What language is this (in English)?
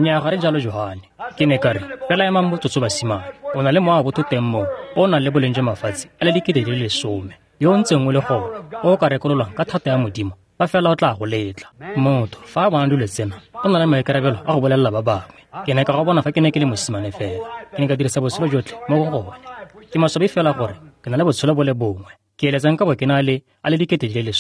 Tswana